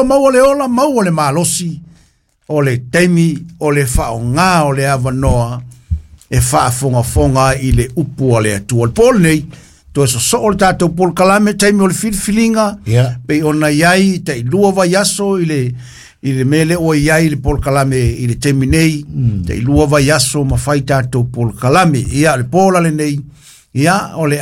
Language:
Samoan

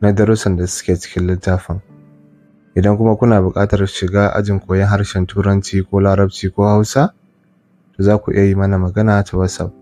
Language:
Hausa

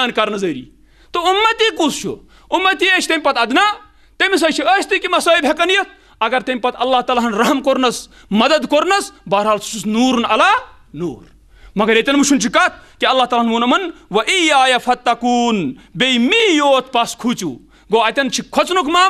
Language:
Kashmiri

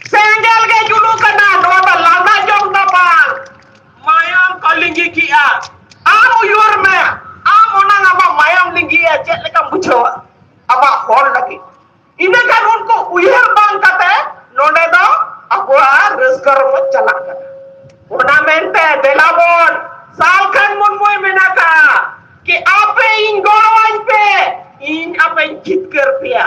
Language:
Santali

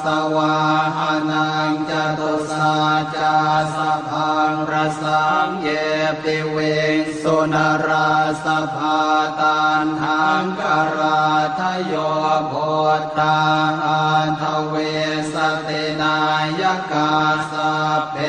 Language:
Pali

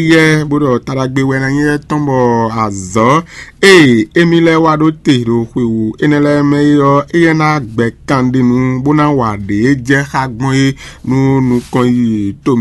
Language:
Fon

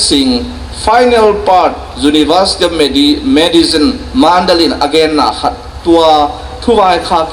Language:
Tedim Chin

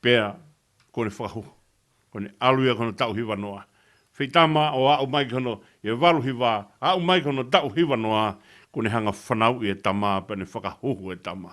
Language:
Tongan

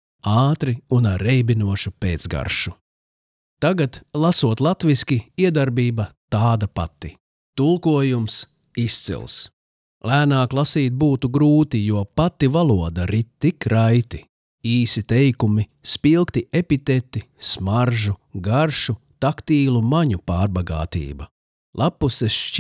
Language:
Latvian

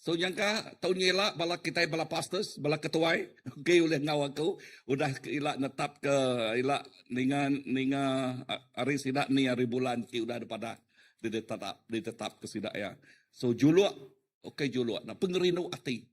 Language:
Iban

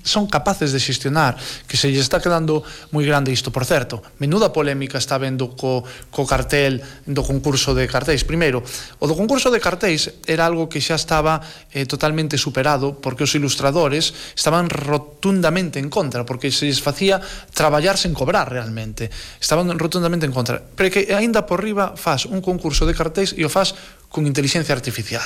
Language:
Galician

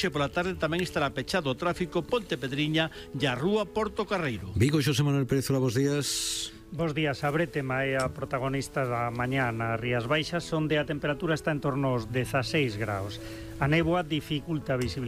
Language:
Galician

